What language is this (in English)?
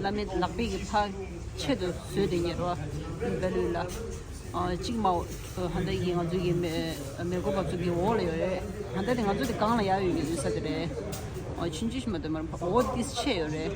Tibetan